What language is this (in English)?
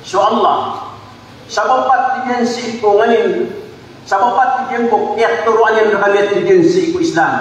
Maranao